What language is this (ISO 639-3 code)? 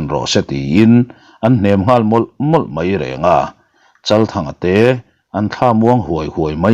lus